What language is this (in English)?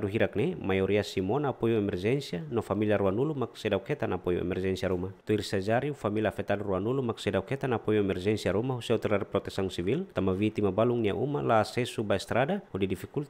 Tetum